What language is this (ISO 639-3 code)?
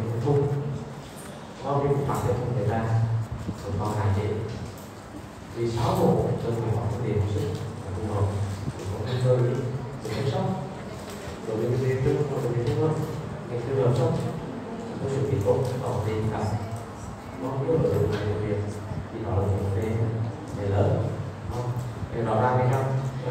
vie